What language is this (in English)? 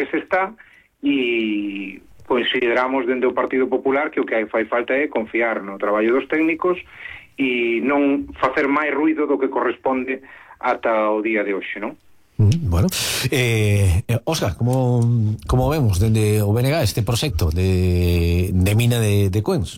Galician